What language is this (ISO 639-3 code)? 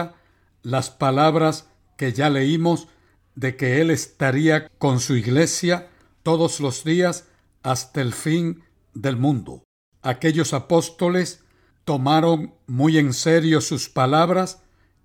spa